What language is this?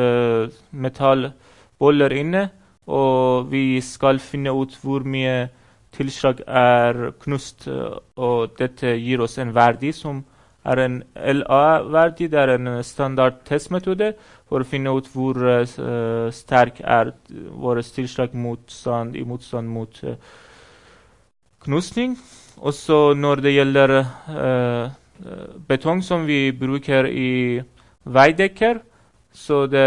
Norwegian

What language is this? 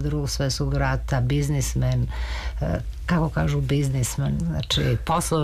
Serbian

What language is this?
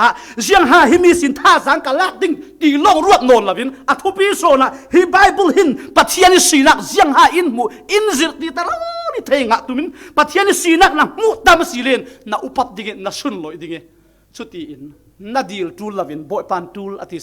Falam Chin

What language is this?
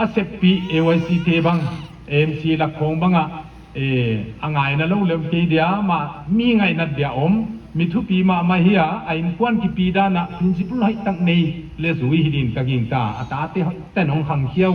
Paite Chin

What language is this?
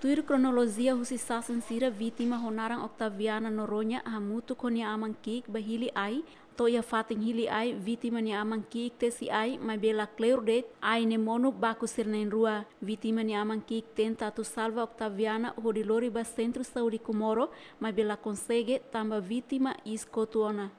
Tetum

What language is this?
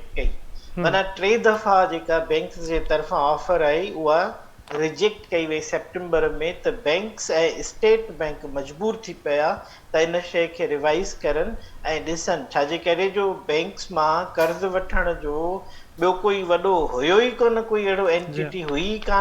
Sindhi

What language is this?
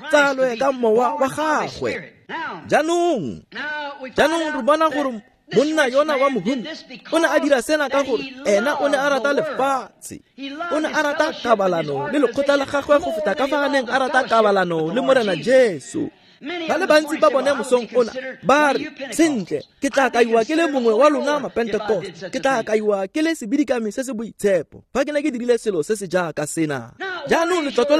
Tswana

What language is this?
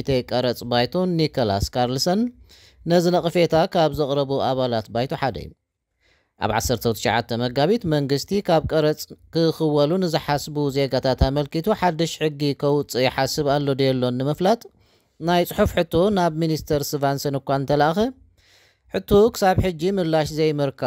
Tigrinya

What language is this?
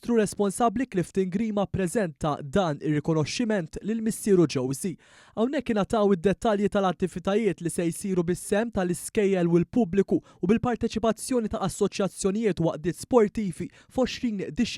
Maltese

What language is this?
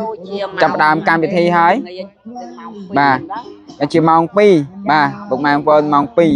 Khmer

